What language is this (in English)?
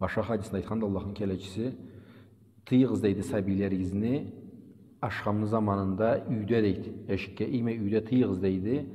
Karachay-Balkar